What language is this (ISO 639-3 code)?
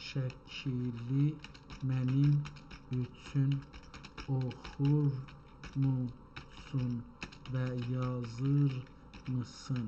azb